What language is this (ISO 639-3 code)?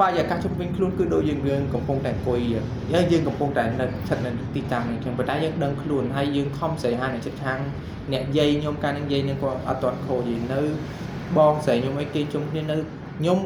khm